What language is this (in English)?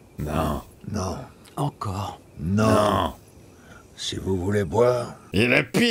French